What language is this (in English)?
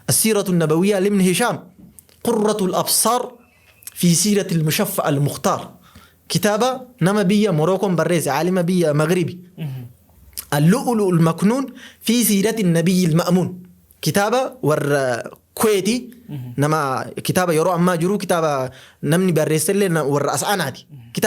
Oromo